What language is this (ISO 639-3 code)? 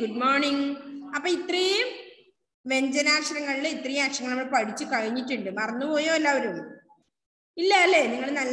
mal